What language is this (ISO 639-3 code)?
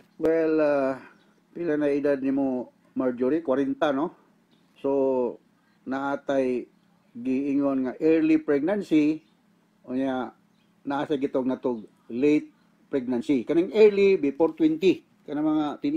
ceb